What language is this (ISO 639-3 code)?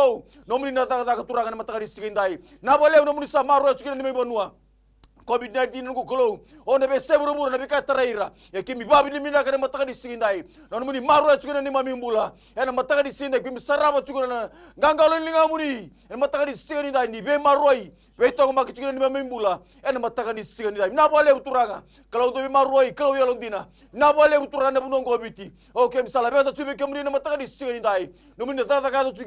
fij